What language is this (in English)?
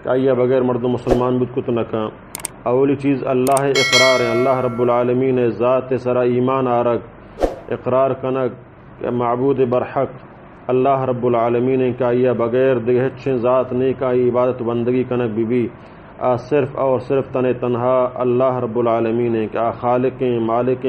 Baluchi